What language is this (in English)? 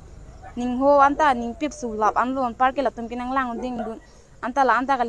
Karbi